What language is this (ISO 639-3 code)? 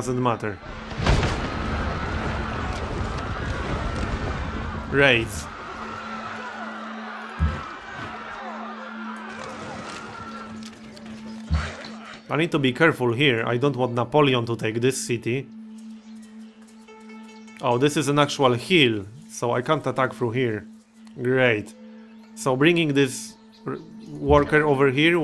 eng